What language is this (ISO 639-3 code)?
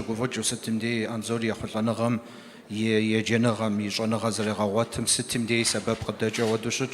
kbd